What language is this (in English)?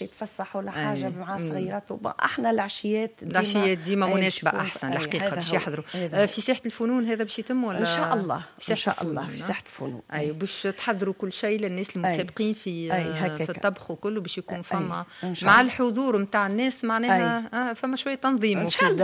Tunisian Arabic